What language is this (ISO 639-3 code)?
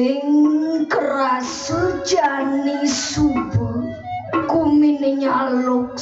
ban